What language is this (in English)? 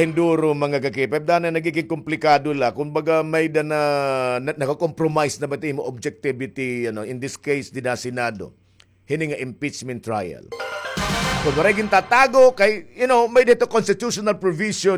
Waray